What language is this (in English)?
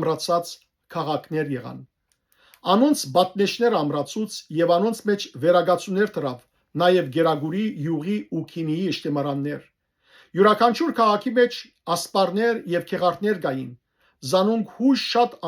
Western Armenian